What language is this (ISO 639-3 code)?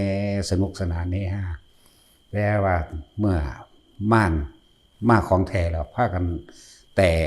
tts